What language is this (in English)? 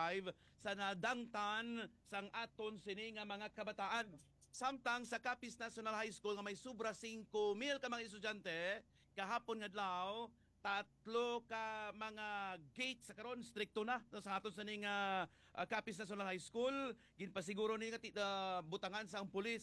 Hiligaynon